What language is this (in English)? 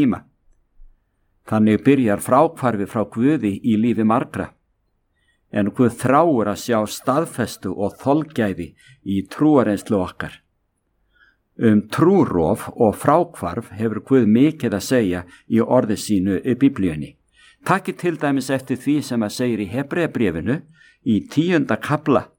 Icelandic